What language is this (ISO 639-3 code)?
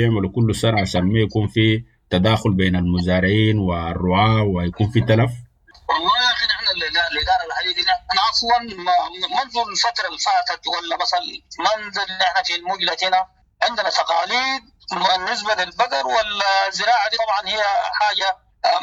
apd